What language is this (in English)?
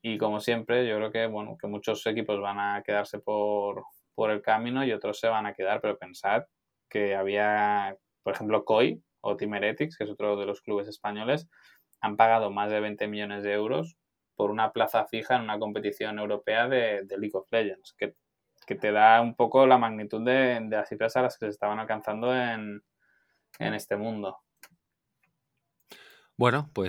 Spanish